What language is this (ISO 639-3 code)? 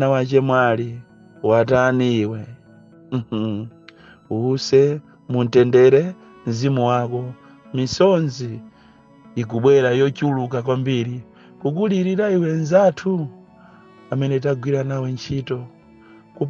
nya